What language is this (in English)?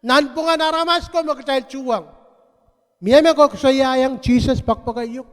Pohnpeian